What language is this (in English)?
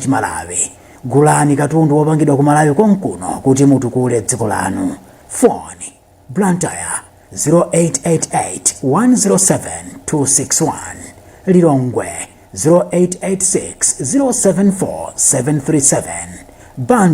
Nyanja